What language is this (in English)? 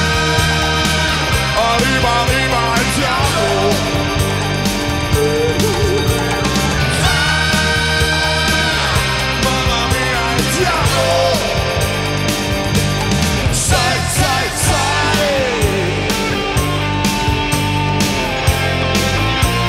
Italian